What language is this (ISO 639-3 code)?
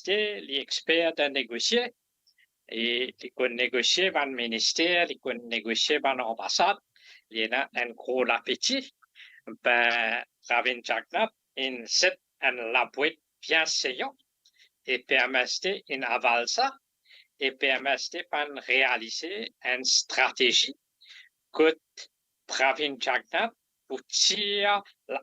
mfe